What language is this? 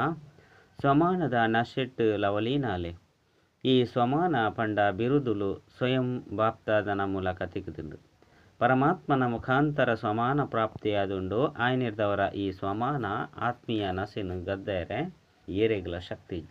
Tulu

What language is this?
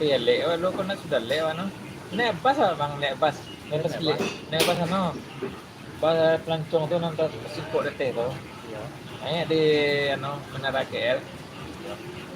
Minangkabau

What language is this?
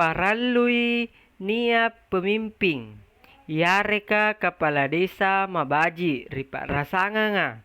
Makasar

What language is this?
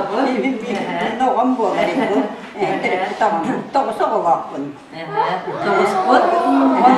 Yakut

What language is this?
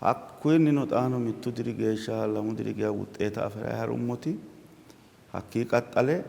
Sidamo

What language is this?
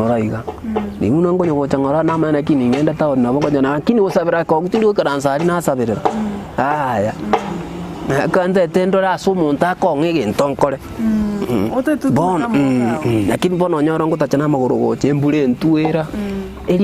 Gusii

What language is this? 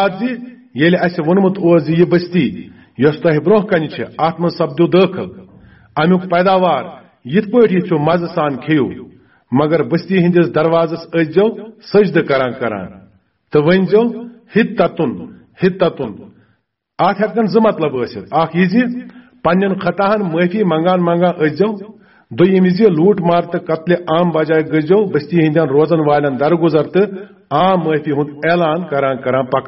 Kashmiri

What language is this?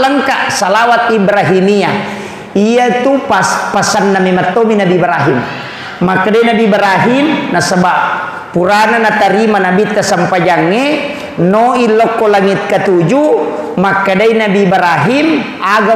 Buginese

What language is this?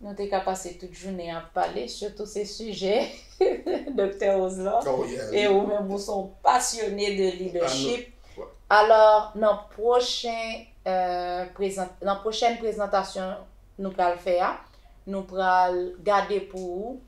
Haitian Creole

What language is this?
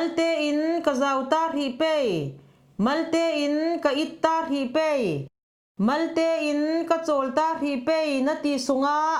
Falam Chin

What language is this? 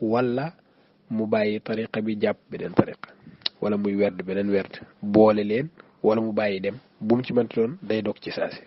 Wolof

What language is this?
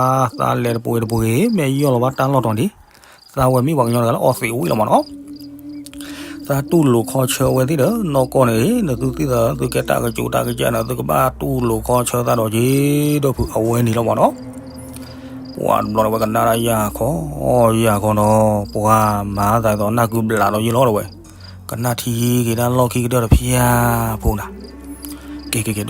S'gaw Karen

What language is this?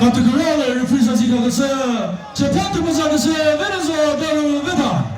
Chokri Naga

